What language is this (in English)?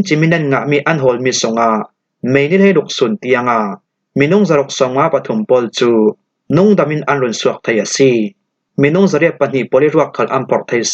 Falam Chin